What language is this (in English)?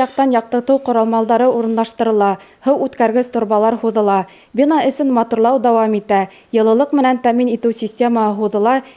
Bashkir